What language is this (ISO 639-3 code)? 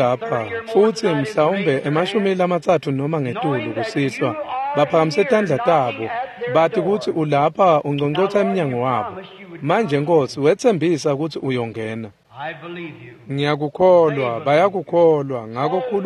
ssw